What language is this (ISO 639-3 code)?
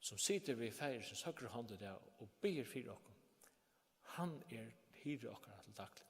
fao